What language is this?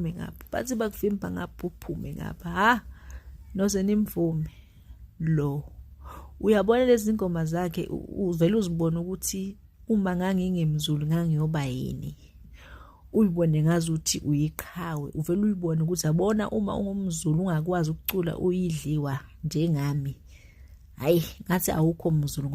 Zulu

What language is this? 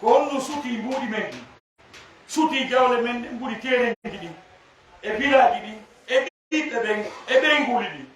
Fula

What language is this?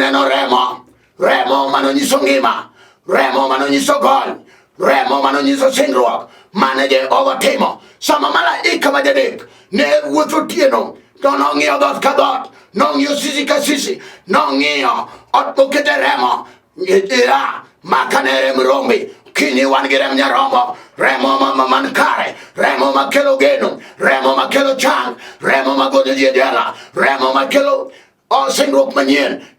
Luo (Kenya and Tanzania)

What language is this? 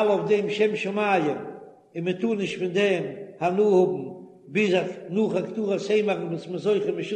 Yiddish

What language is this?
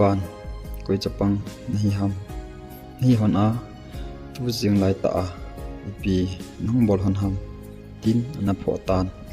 Thado Chin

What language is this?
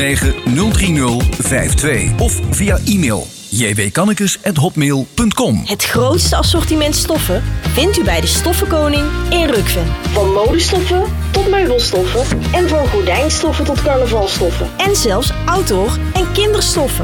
Dutch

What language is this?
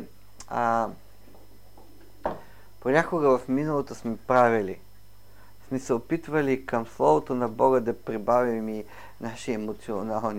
Bulgarian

